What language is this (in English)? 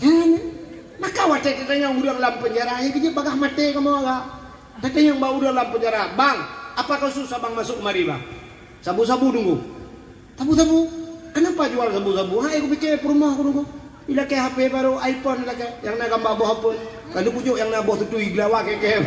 Achinese